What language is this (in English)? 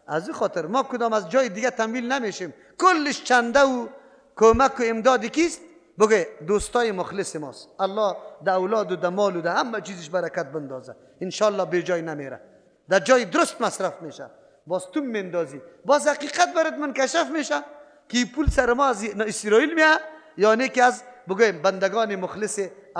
Persian